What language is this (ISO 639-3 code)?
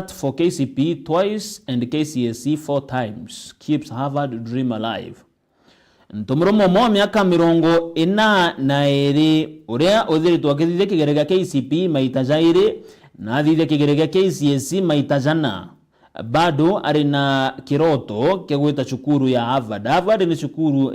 mer